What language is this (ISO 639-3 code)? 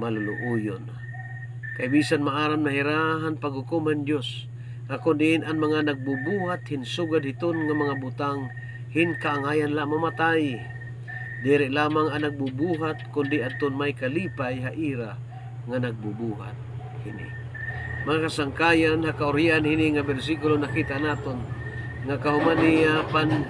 war